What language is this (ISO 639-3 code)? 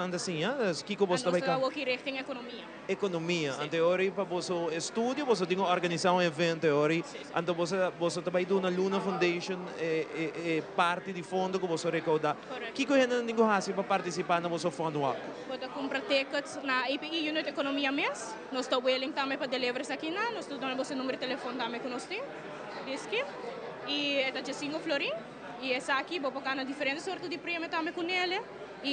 pap